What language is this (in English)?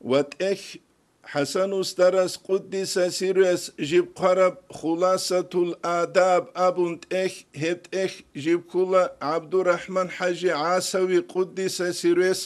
Avaric